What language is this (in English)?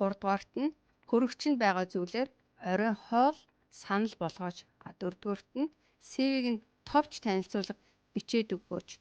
Mongolian